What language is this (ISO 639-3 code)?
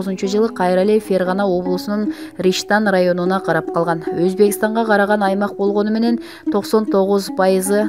kir